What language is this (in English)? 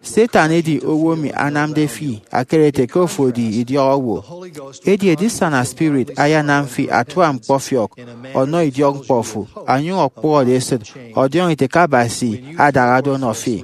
Efik